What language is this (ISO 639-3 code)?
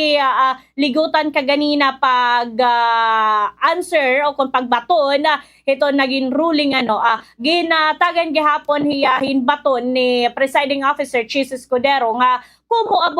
war